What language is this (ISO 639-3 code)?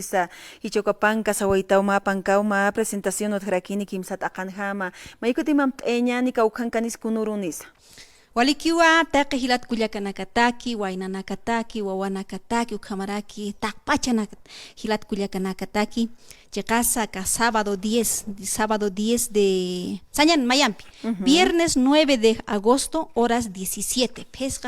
aym